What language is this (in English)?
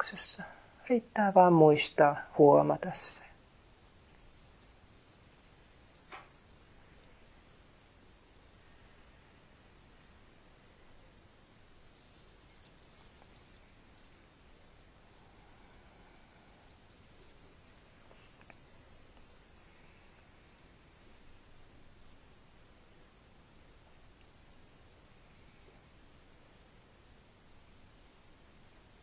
Finnish